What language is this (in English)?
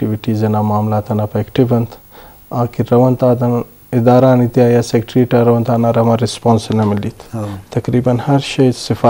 Eastern Balochi